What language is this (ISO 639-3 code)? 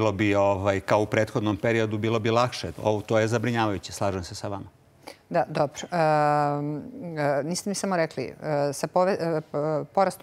srp